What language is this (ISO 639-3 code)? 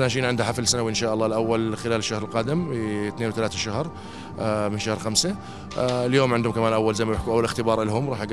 apc